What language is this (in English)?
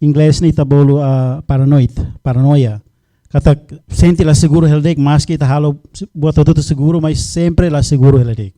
Tetum